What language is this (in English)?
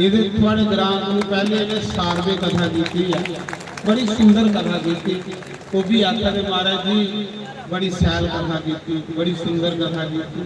Dogri